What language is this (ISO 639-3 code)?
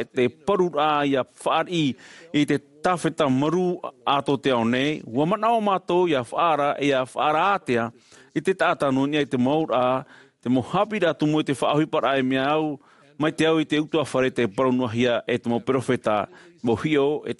tah